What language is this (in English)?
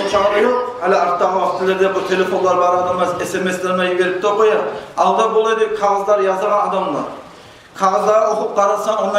Kumyk